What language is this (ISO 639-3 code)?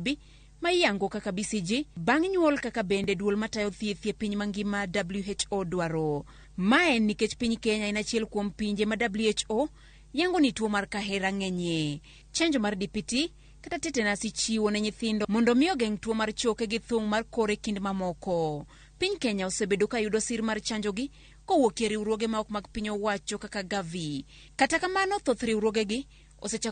luo